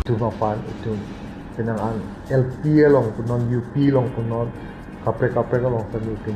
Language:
Karbi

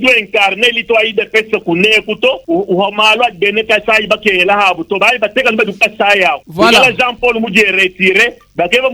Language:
Luba-Lulua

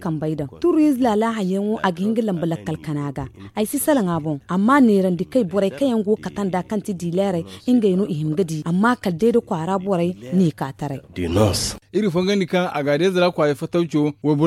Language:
Zarma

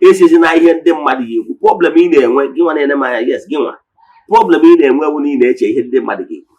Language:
Igbo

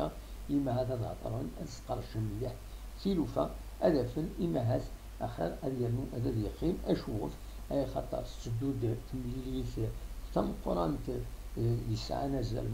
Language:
Kabyle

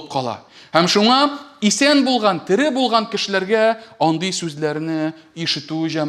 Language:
Tatar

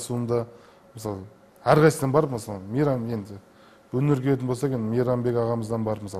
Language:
Kazakh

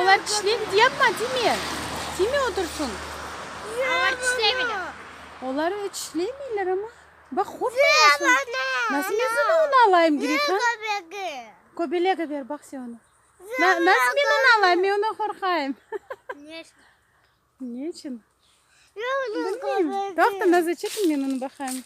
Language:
Crimean Tatar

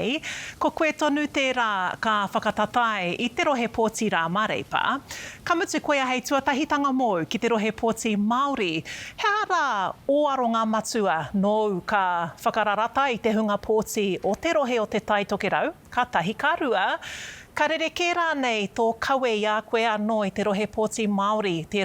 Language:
Māori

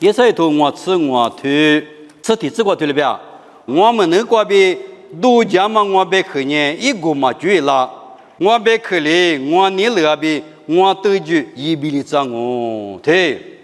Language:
Lisu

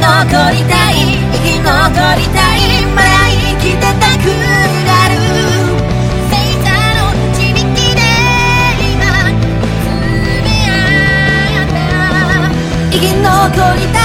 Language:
Japanese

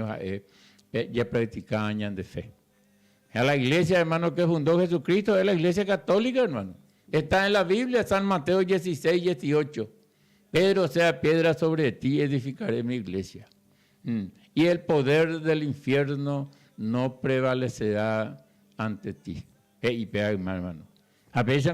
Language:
Guarani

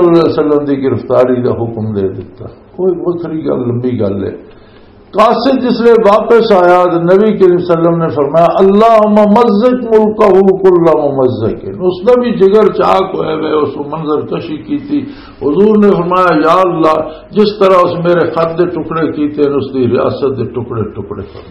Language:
Western Panjabi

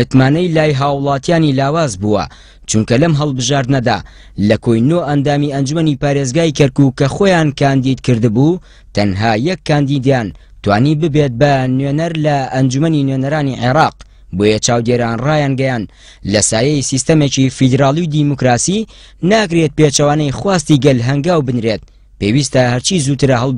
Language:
Central Kurdish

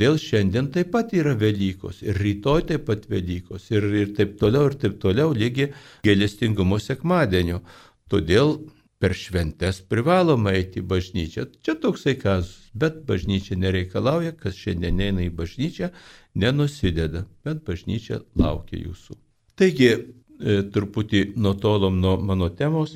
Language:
Lithuanian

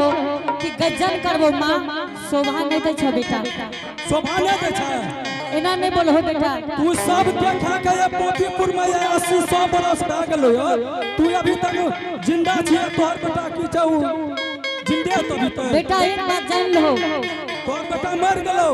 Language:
Angika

